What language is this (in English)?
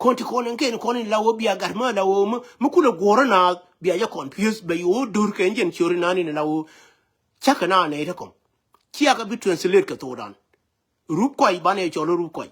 Nuer